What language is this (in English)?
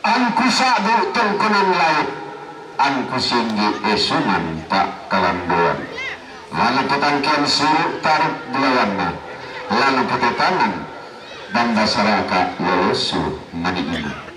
Toraja-Sa'dan